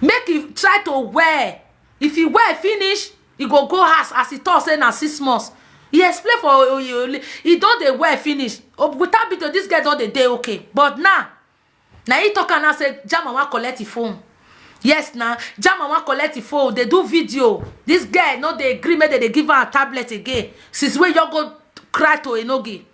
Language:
Nigerian Pidgin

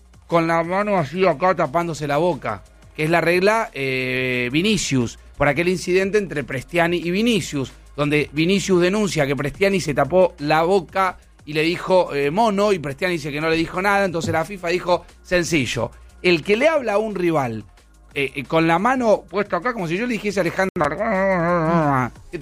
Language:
Spanish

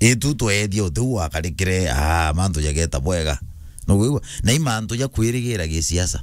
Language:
Meru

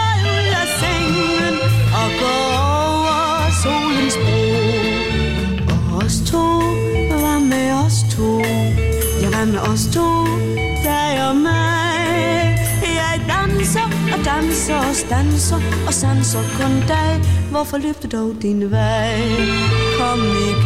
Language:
Danish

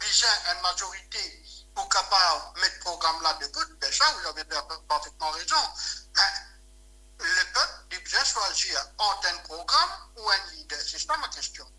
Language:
Morisyen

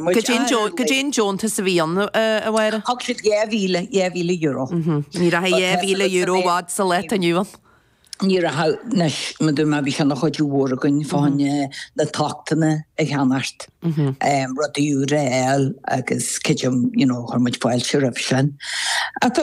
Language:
Irish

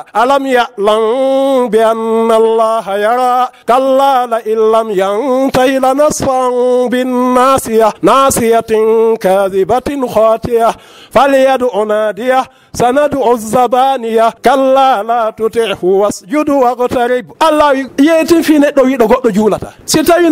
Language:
Fula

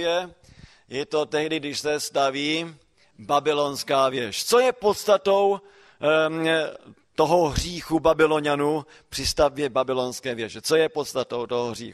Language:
Czech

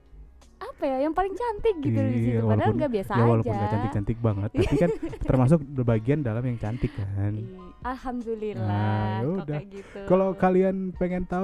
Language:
Indonesian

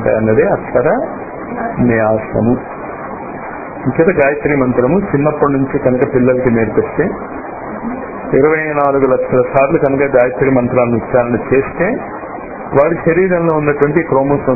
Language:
Telugu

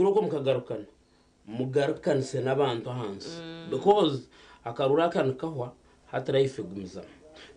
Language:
Nyankole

